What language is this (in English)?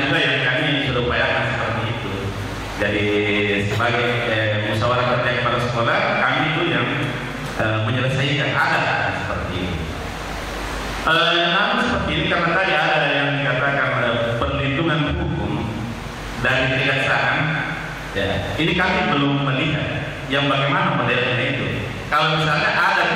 Indonesian